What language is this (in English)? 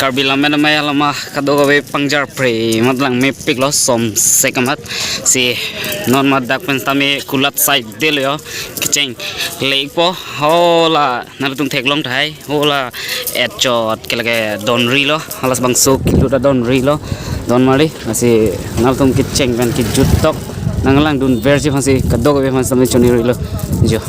Karbi